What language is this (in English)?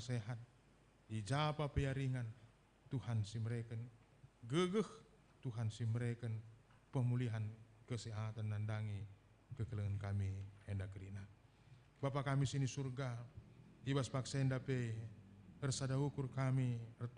Batak Karo